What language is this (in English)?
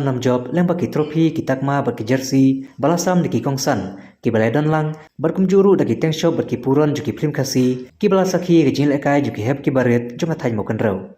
Khasi